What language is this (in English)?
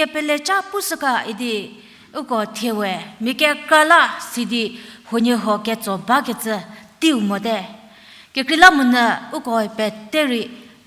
Angami Naga